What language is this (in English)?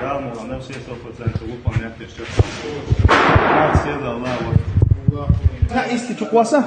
Chechen